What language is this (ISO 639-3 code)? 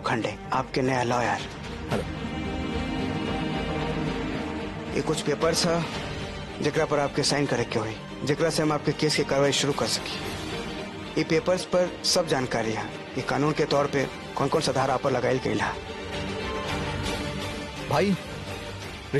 bho